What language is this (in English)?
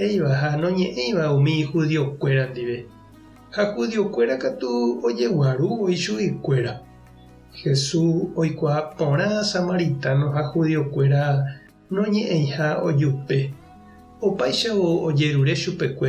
Guarani